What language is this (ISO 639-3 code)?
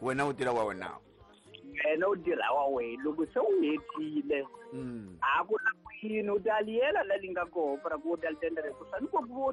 tso